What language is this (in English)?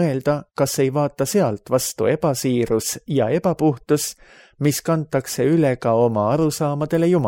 Estonian